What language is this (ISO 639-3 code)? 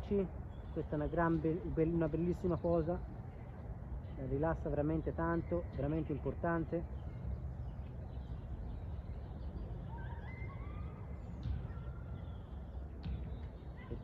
ita